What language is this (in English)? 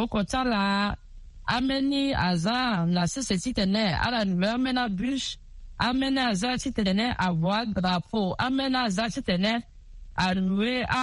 Sango